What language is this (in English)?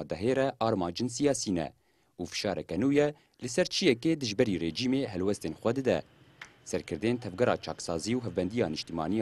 Kurdish